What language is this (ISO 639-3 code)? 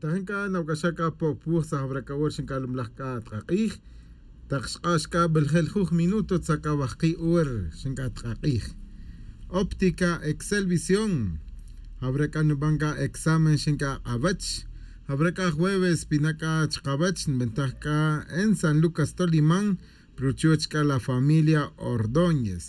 cak